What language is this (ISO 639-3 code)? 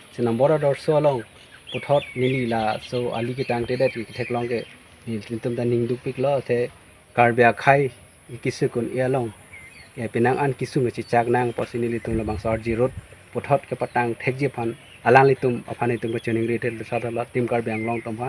mjw